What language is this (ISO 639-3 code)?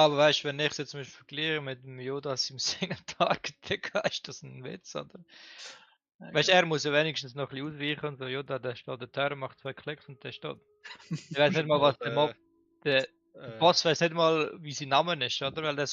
gsw